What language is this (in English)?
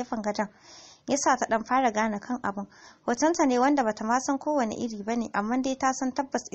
Hausa